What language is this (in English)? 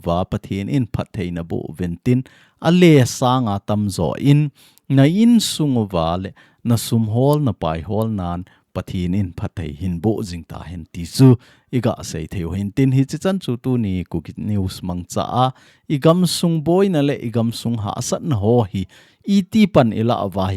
Thado Chin